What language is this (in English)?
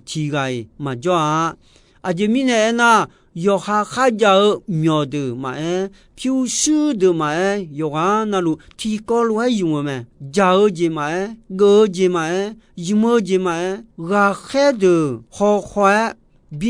Akha